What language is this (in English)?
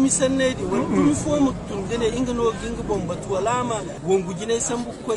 Zarma